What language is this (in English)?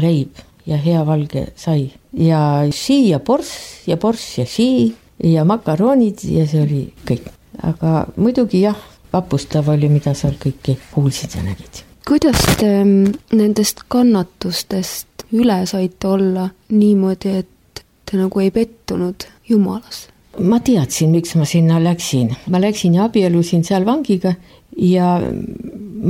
Estonian